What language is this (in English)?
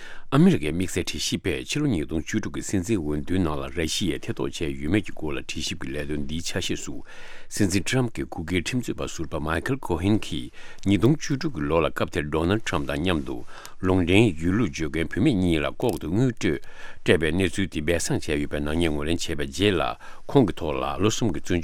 Tibetan